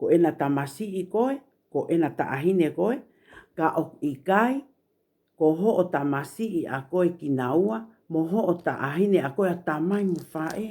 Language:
Tongan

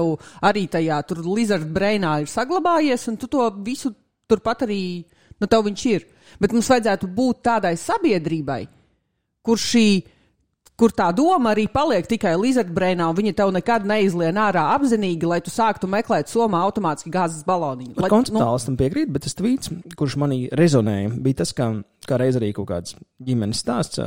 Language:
Latvian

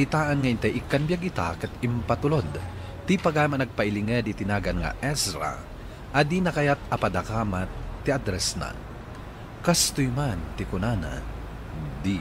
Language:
Iloko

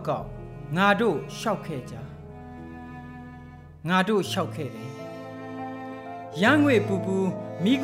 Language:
Burmese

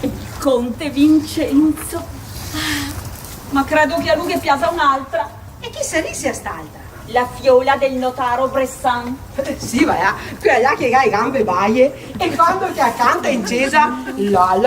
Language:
Venetian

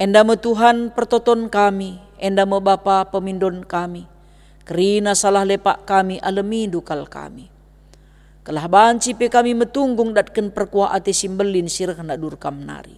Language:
Batak Karo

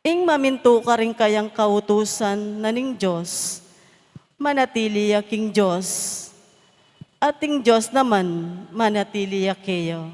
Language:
Pampanga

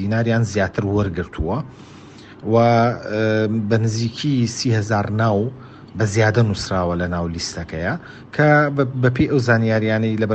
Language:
Central Kurdish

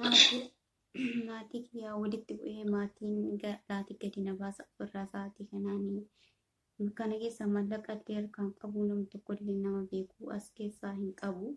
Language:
Oromo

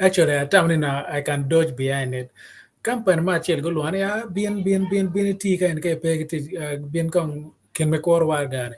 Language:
Acoli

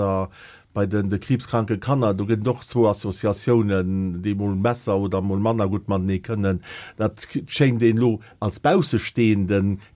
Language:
Luxembourgish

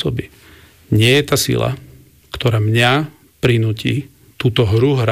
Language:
Slovak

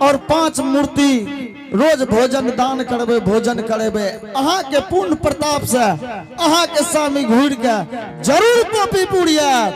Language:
Angika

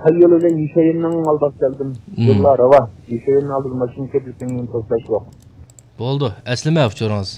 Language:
Uyghur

